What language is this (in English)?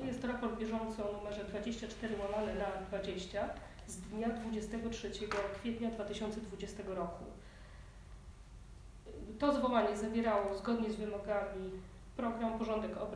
Polish